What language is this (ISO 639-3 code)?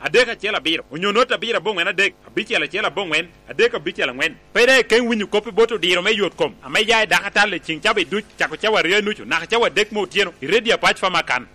laj